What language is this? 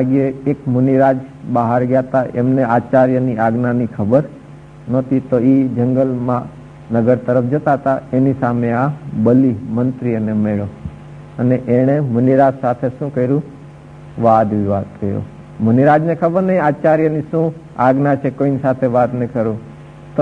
Gujarati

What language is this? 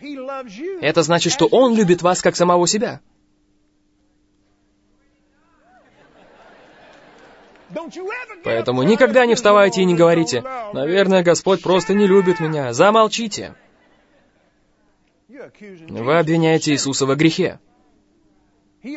Russian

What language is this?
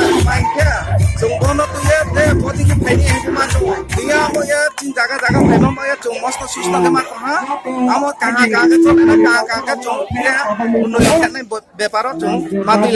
Riang (India)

